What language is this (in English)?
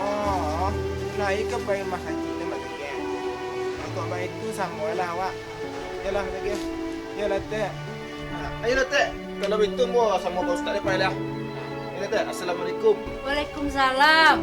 Minangkabau